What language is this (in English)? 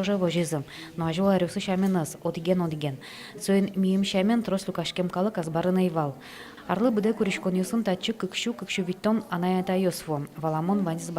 Udmurt